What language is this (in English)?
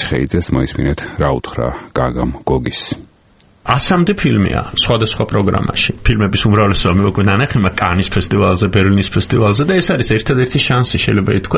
Georgian